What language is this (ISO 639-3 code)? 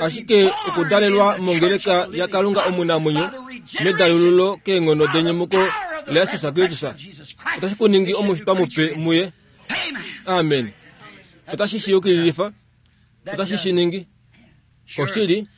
kua